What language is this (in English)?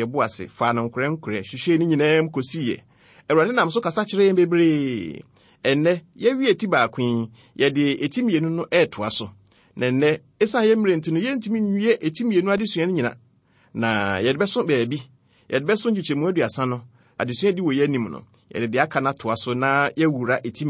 Akan